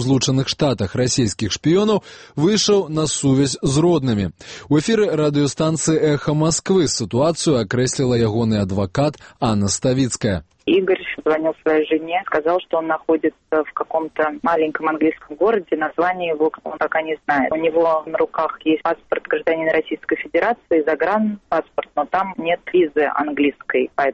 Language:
Belarusian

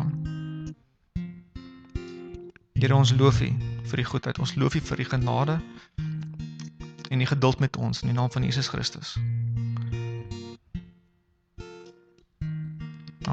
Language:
Afrikaans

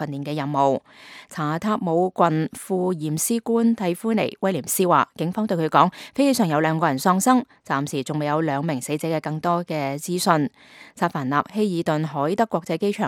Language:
Cantonese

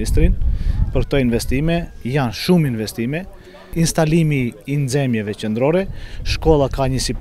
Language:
Albanian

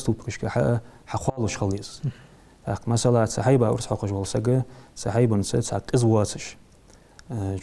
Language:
Ingush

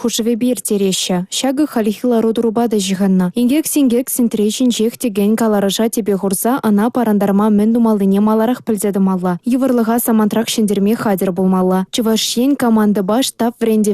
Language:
Chuvash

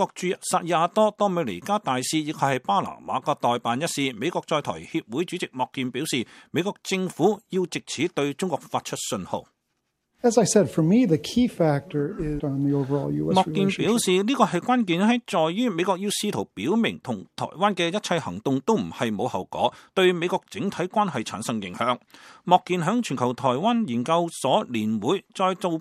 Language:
Cantonese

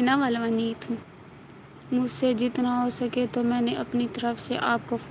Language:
Saraiki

